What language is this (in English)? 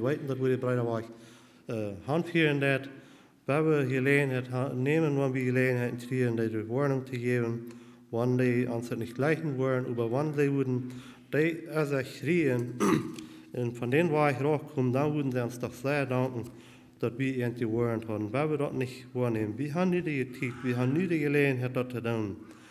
Plautdietsch